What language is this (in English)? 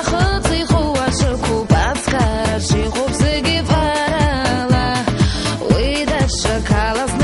Abkhazian